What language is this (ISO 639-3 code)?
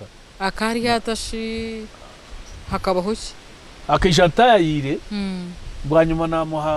nyn